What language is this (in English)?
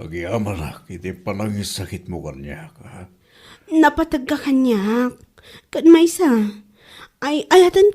Iloko